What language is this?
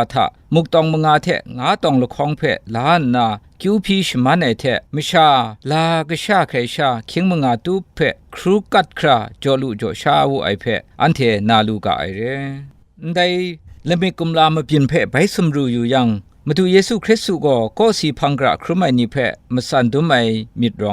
Kachin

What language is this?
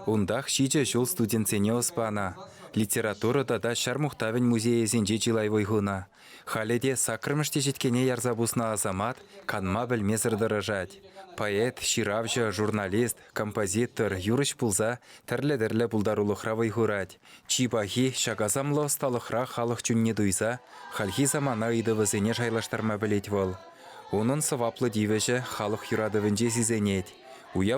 Chuvash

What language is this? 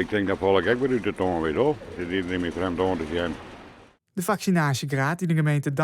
Western Frisian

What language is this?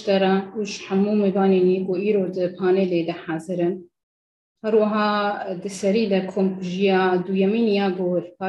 Kurdish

